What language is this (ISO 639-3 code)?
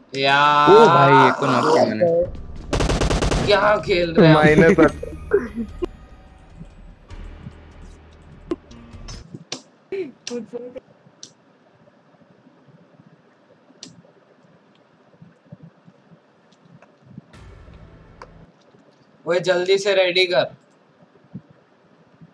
hin